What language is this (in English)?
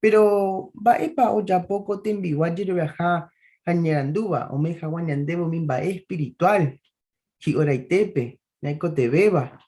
Guarani